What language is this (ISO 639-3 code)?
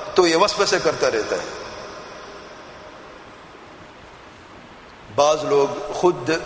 urd